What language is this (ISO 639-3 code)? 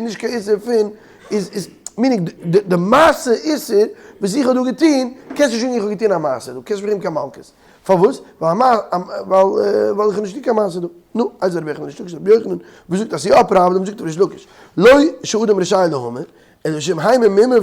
yid